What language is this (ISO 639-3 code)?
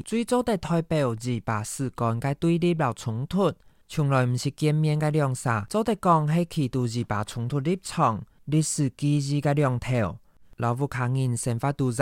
hak